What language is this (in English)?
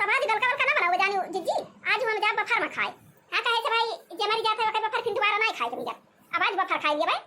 Awadhi